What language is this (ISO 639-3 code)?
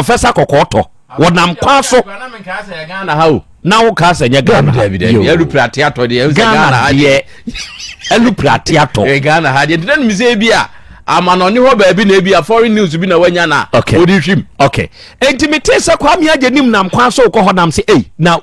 aka